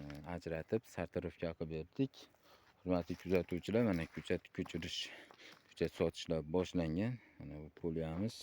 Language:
Uzbek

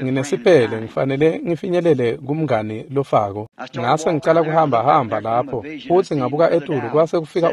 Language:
Swati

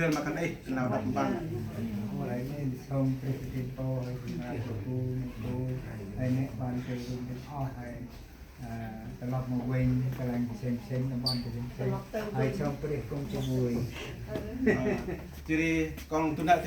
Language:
Central Mnong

